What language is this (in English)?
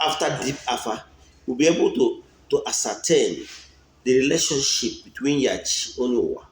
Igbo